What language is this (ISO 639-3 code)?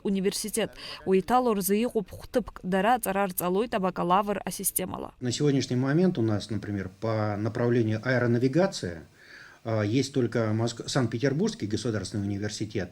abk